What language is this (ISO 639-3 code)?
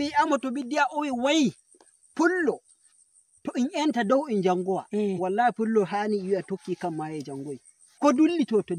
fuv